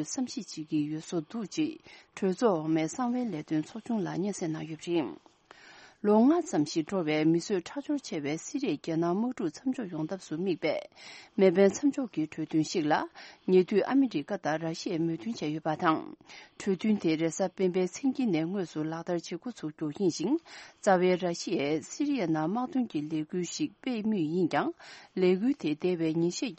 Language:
Tibetan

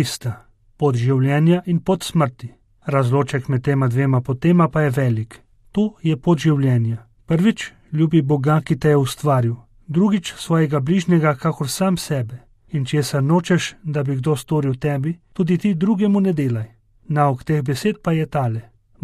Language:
Slovenian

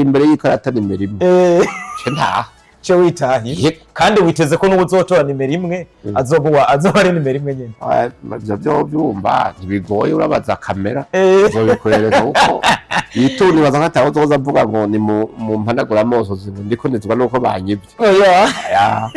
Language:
Rundi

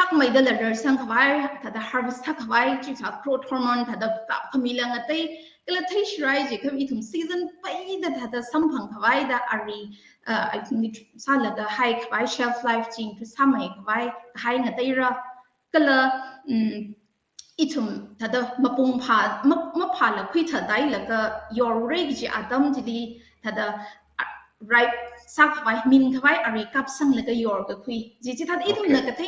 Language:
Tangkhul Naga (India)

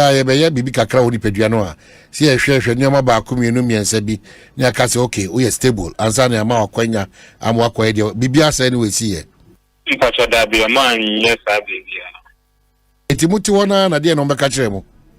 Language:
Akan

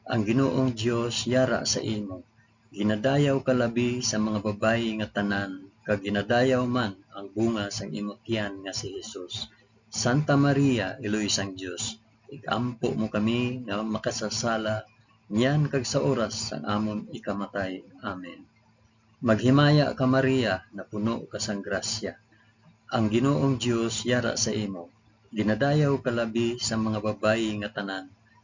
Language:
Hiligaynon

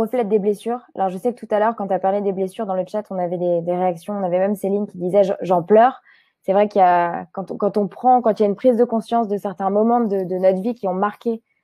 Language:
French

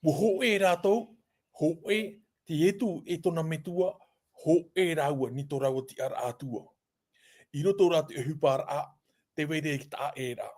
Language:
Tahitian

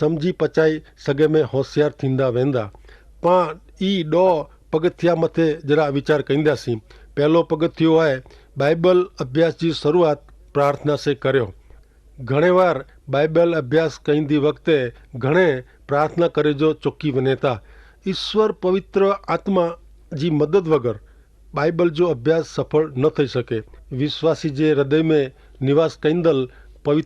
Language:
Kachhi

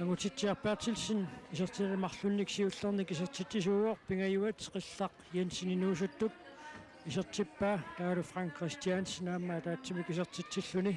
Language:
Kalaallisut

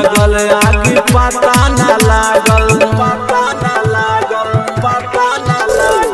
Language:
Bhojpuri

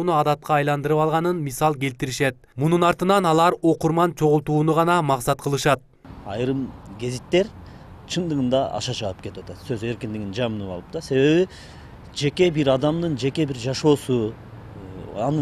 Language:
Kyrgyz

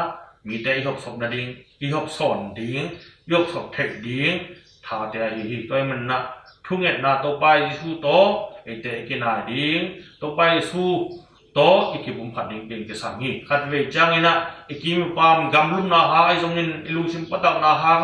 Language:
Tedim Chin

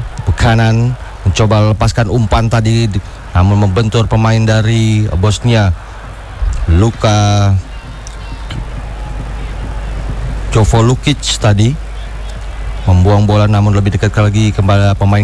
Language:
Indonesian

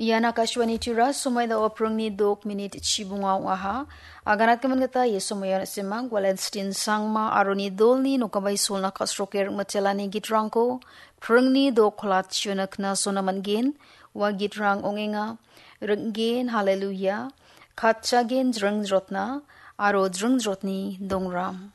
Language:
Garo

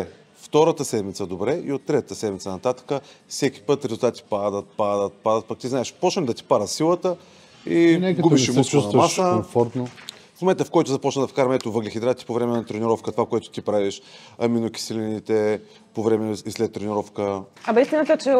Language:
Bulgarian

